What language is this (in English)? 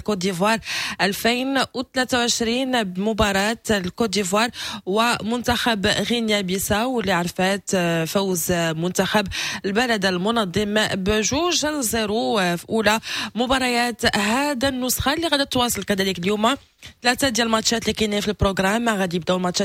Moroccan Arabic